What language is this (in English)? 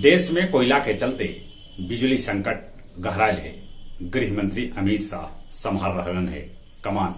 Magahi